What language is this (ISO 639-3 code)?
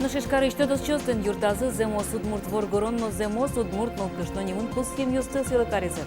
udm